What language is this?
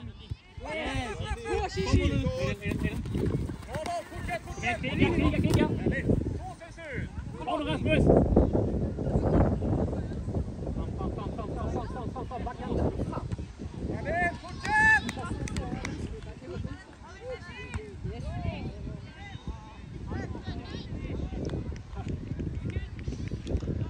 Swedish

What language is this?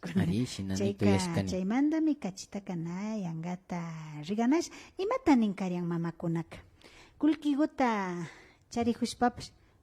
Imbabura Highland Quichua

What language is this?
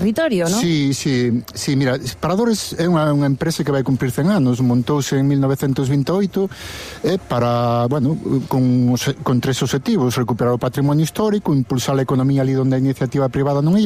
Galician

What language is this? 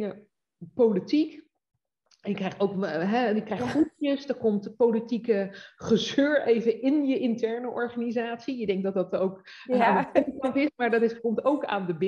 Dutch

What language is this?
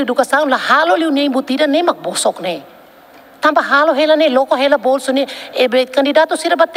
Tetum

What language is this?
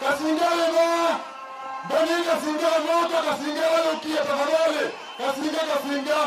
Kamba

